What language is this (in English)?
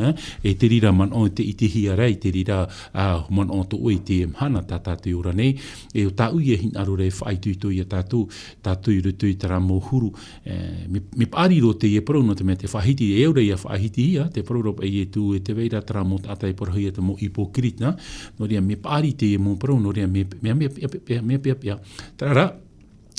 Tahitian